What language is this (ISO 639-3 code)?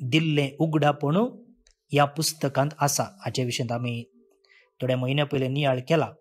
kok